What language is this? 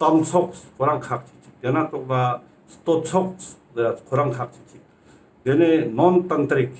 Ladakhi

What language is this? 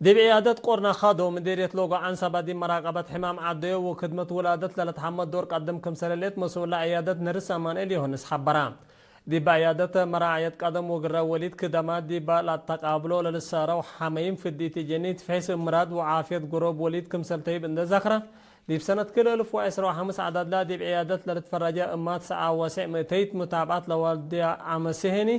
Tigre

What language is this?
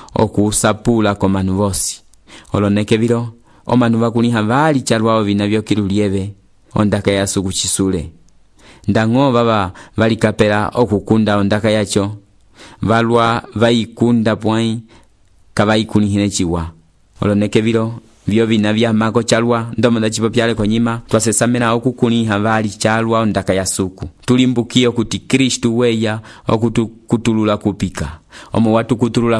Umbundu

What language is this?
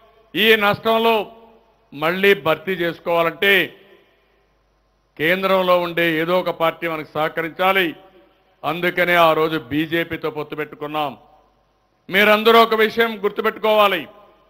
Telugu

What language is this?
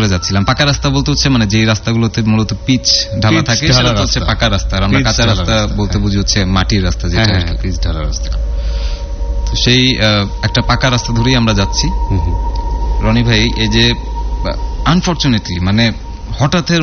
Bangla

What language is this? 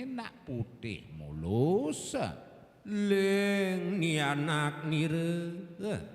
Balinese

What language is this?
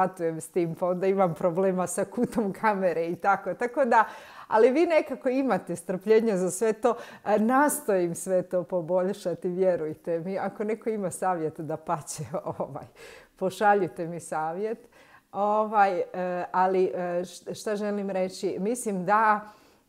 Croatian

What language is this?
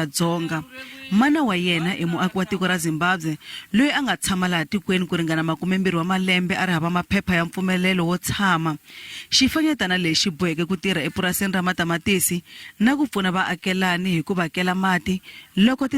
Tsonga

